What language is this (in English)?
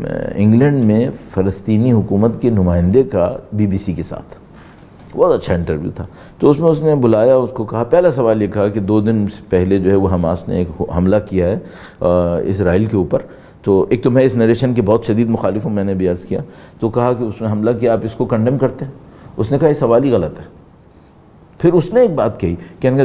Urdu